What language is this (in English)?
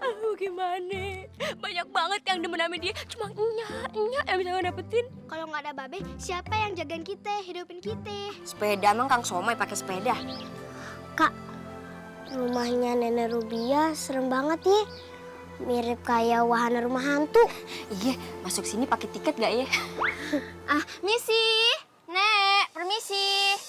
Betawi